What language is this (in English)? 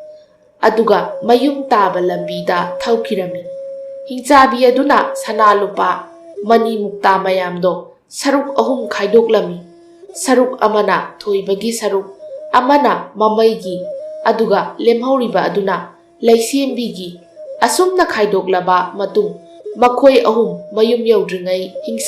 Manipuri